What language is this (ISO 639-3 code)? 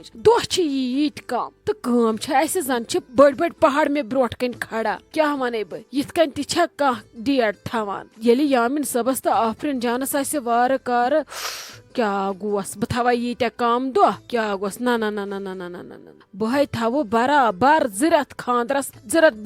kas